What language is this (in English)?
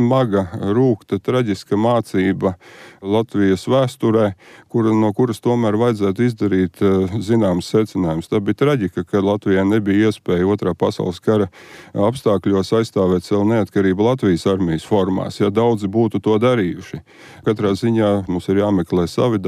Latvian